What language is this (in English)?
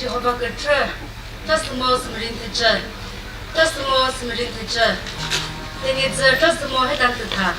Chokri Naga